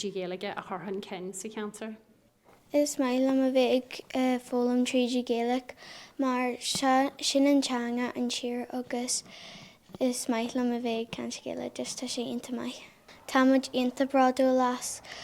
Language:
Irish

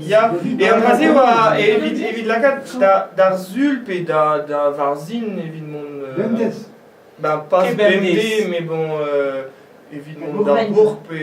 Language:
Breton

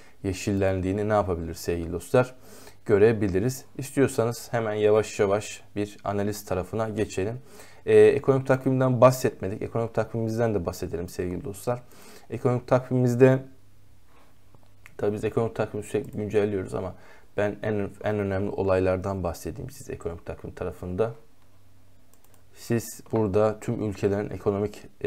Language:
Turkish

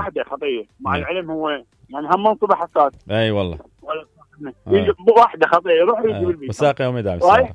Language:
Mesopotamian Arabic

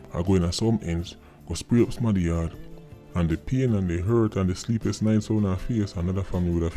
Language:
Jamaican Creole English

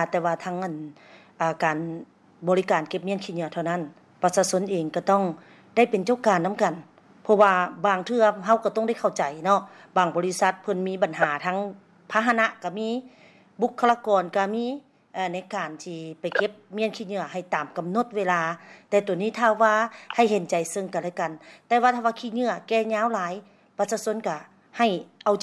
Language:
Lao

